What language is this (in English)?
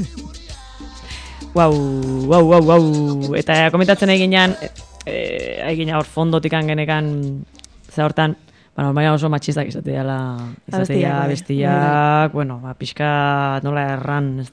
Basque